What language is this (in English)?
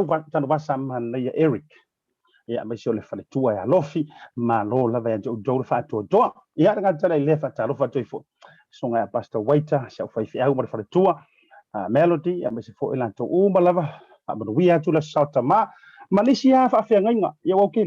Samoan